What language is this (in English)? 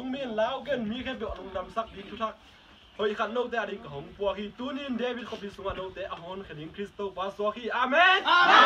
Tedim Chin